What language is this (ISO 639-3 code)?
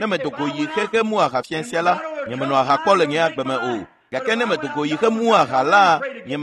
ewe